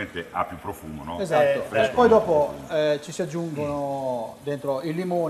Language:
Italian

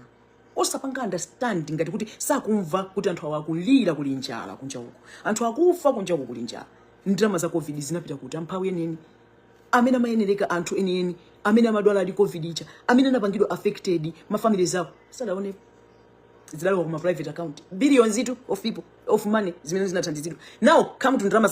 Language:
Nyanja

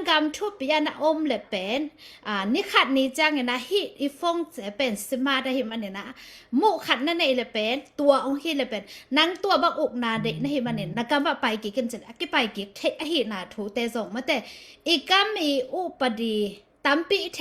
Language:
Tedim Chin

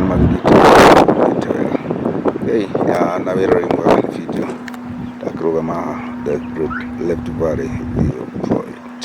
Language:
Kikuyu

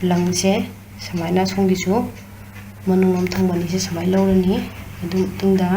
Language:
Manipuri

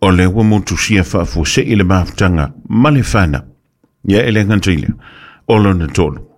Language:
Samoan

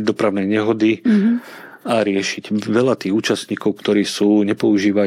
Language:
Slovak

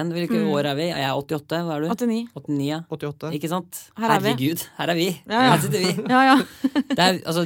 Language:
Norwegian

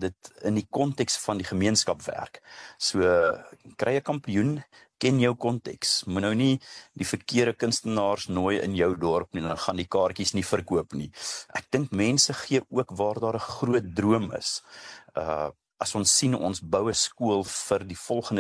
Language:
Afrikaans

